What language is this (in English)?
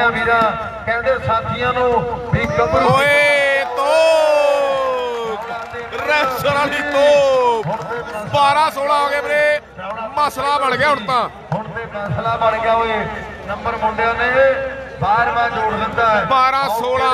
Punjabi